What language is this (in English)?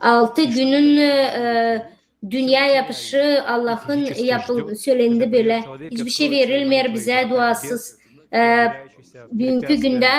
Gagauz